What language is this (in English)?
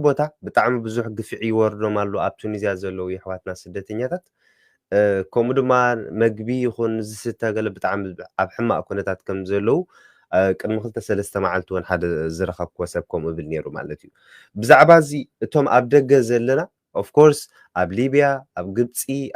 Tigrinya